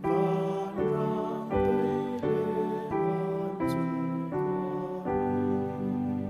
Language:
Hakha Chin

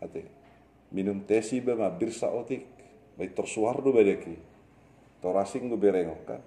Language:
Batak Toba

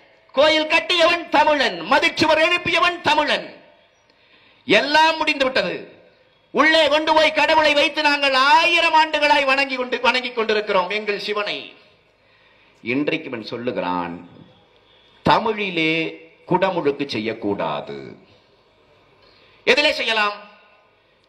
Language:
Tamil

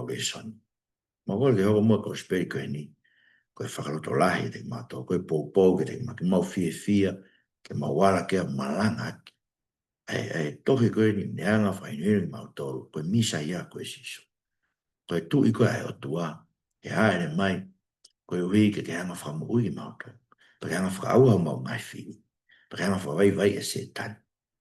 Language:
Tongan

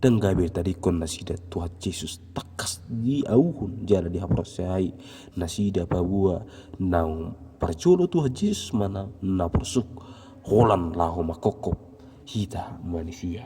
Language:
Batak Toba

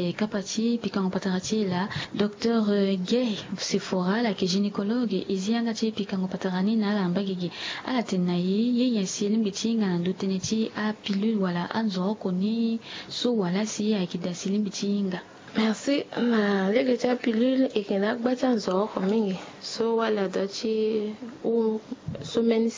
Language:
Sango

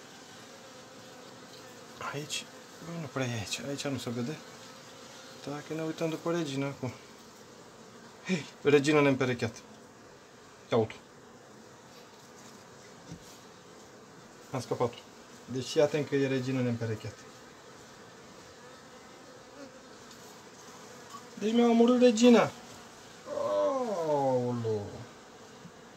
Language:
Romanian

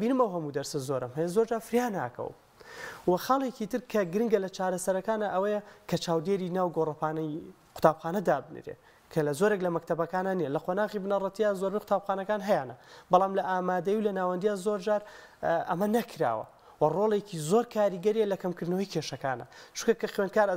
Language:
Central Kurdish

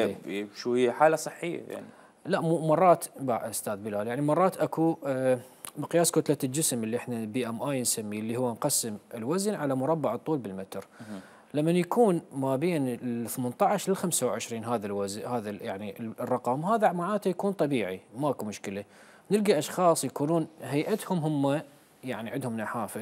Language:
Mesopotamian Arabic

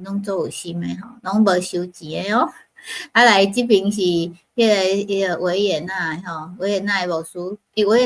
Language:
Min Nan Chinese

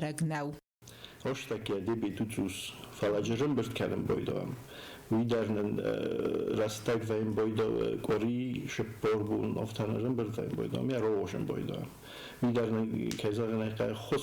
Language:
Ossetic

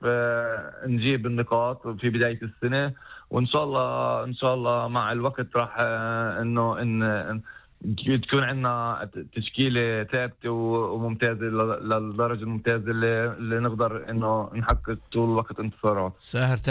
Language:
North Levantine Arabic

